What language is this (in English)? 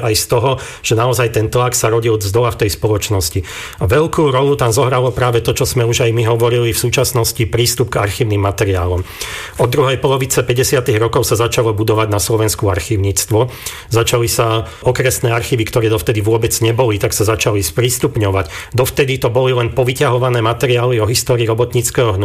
Slovak